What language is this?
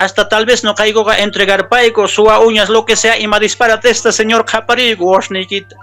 Quechua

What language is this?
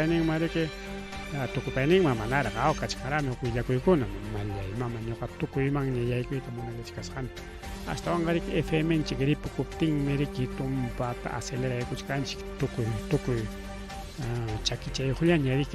Ayacucho Quechua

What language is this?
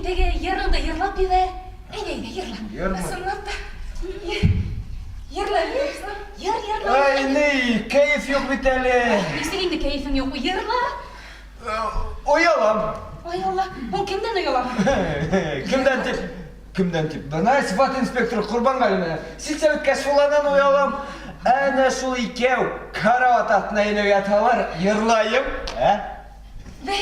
Bashkir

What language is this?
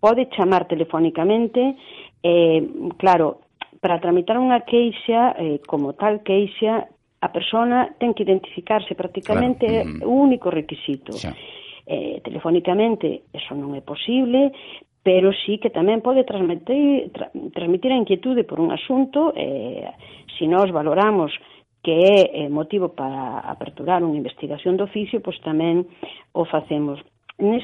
Galician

